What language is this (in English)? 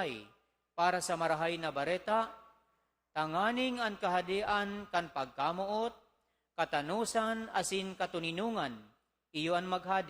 Bikol